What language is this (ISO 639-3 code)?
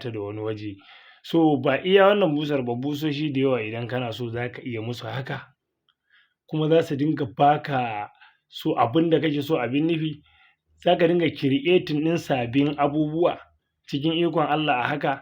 hau